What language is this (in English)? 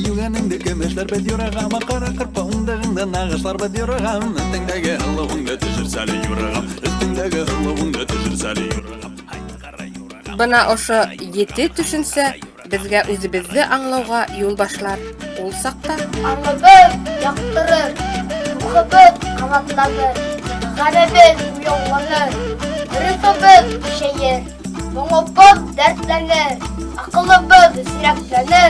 Bashkir